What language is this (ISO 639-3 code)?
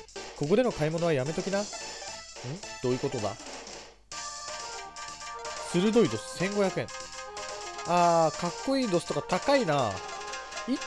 jpn